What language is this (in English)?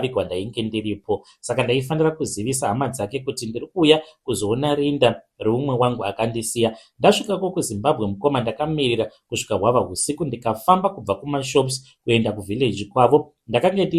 Shona